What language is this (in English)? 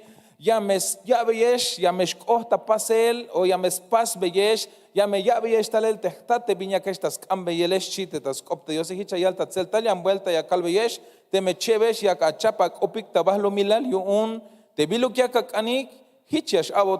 Tzeltal